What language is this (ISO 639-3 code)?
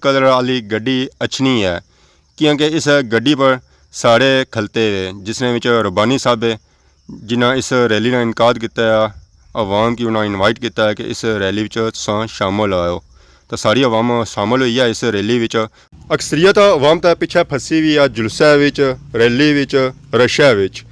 phr